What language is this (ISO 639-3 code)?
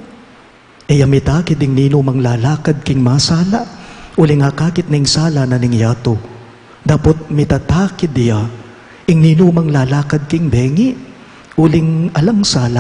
pam